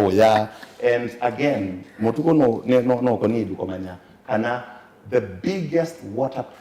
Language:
Kamba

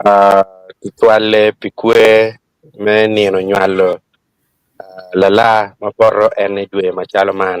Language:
Acoli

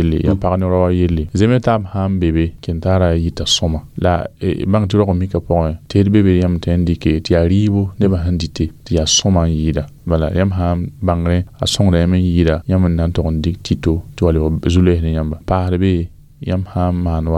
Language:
Mossi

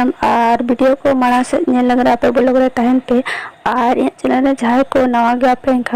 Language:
Santali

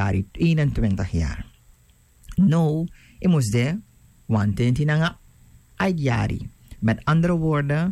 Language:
Sranan Tongo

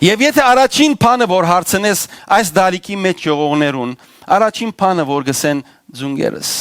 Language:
Western Armenian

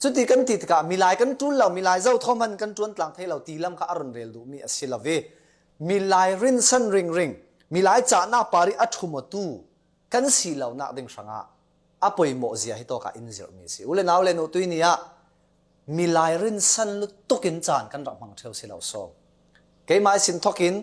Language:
Falam Chin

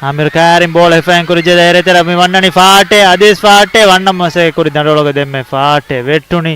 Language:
Divehi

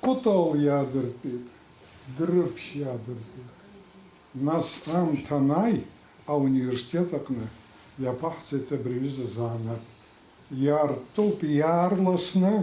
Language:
Abkhazian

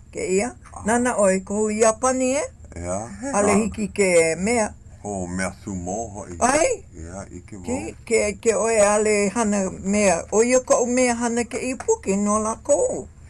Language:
Hawaiian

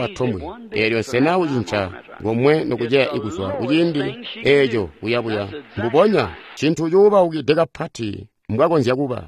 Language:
Tonga (Zambia)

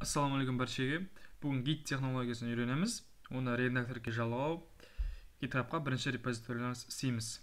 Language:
Kara-Kalpak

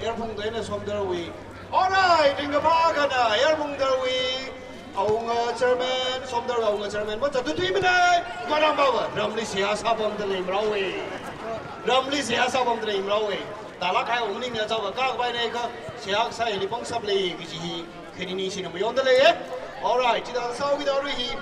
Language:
Tangkhul Naga (India)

